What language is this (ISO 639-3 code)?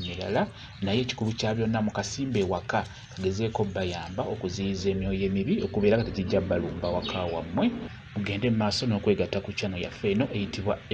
lug